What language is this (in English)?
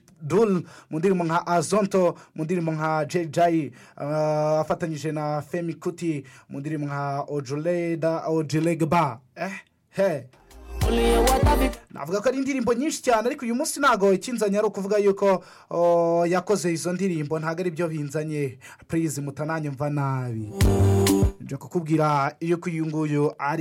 Kinyarwanda